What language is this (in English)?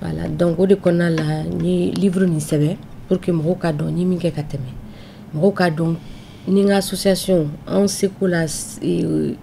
Bambara